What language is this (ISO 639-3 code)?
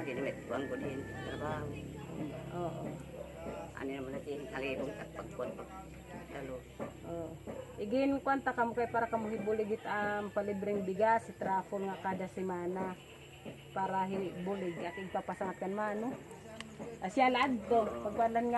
war